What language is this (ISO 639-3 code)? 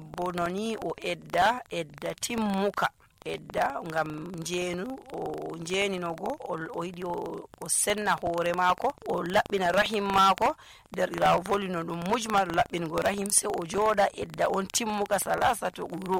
fuv